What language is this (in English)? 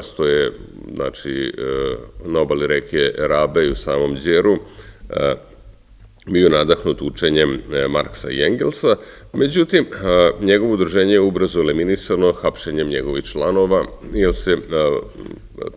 Serbian